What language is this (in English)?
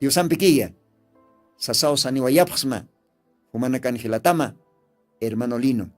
Aymara